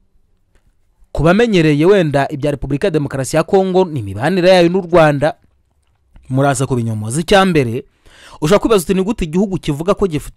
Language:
Kinyarwanda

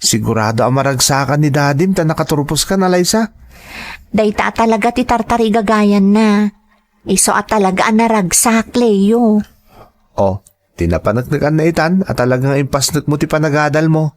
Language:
Iloko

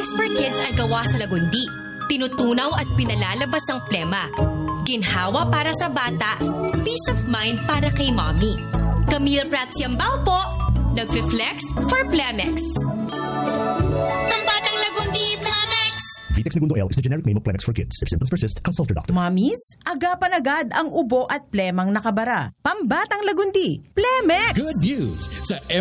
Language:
Filipino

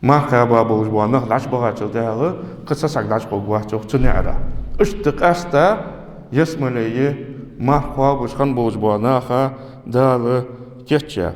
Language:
Ingush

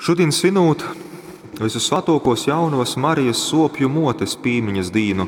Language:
Latgalian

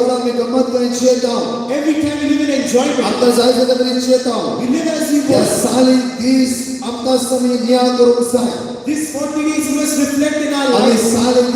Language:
Konkani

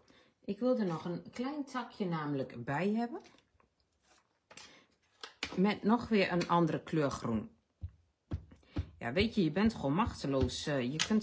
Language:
Dutch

